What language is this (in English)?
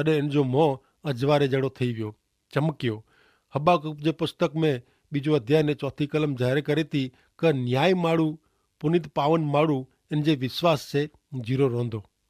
Kachhi